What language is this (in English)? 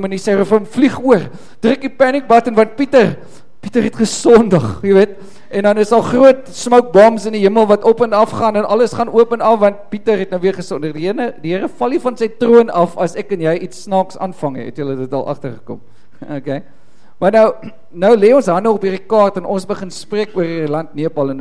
Afrikaans